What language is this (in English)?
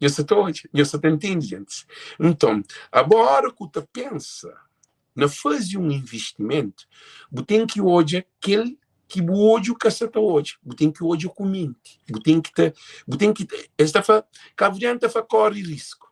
Kabuverdianu